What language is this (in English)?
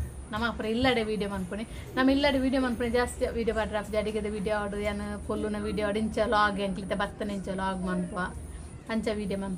Tulu